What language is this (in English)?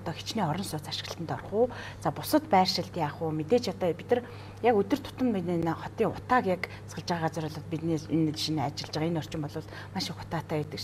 Mongolian